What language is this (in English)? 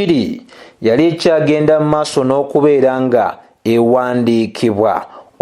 Ganda